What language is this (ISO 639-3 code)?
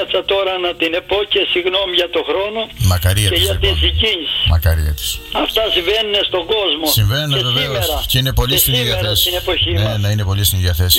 ell